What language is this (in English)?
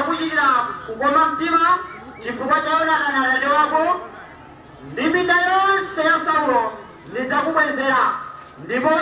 Nyanja